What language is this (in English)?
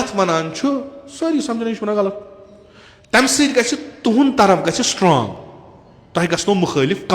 Kashmiri